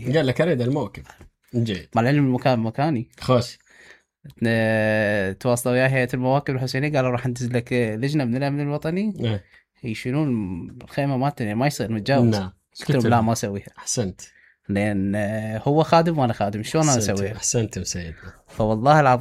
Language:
Mesopotamian Arabic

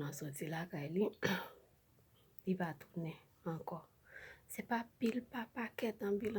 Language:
Haitian Creole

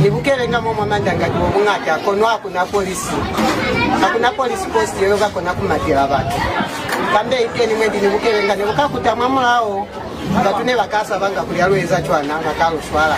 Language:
Lozi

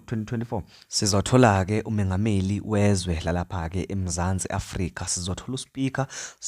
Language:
Zulu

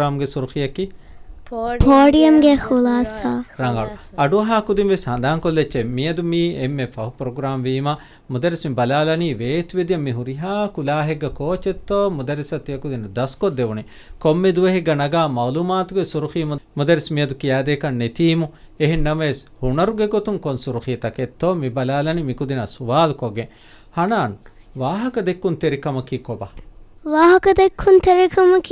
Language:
Divehi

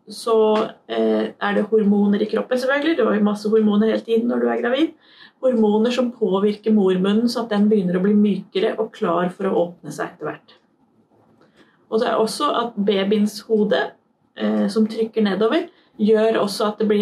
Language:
Norwegian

